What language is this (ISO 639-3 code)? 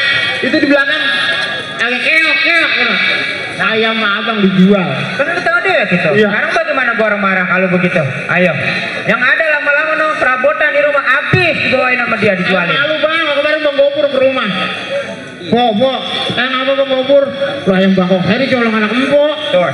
bew